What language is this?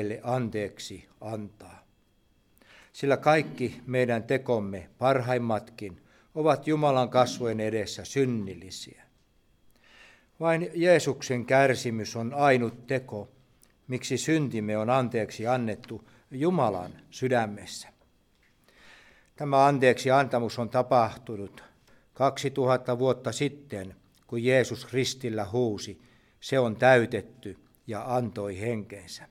Finnish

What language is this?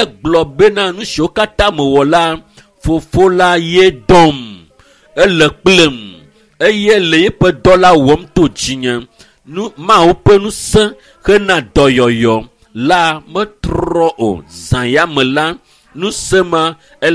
Ewe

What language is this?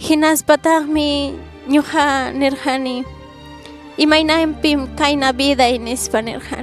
Ayacucho Quechua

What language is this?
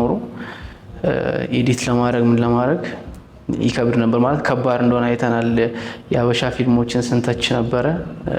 Amharic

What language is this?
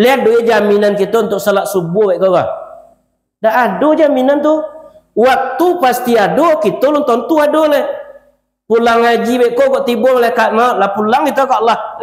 Minangkabau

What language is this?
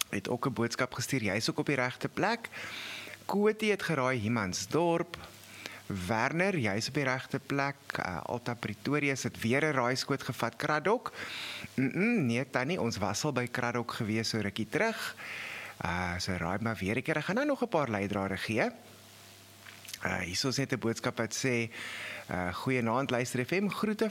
Afrikaans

